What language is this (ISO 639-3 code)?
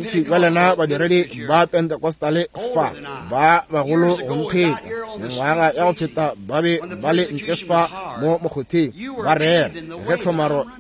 nso